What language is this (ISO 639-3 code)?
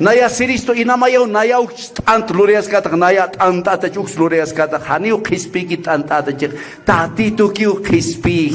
aym